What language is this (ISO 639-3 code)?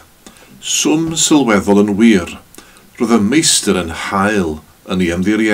cym